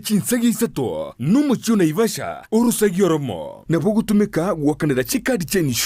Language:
Gusii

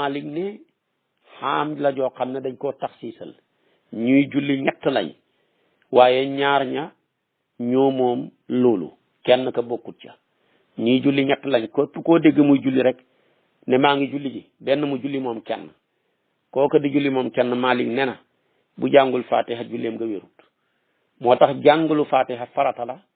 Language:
Wolof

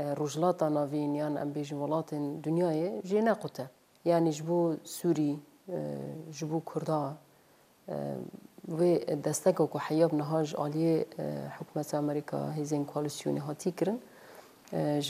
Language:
Central Kurdish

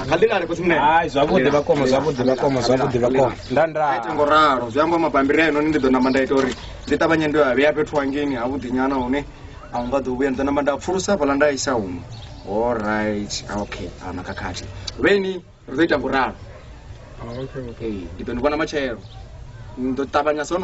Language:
Venda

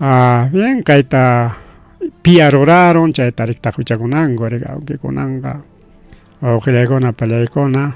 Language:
Ayacucho Quechua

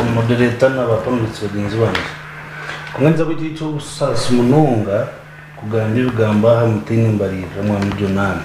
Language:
Nyankole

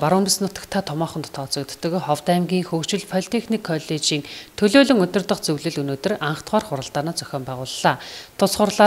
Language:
Mongolian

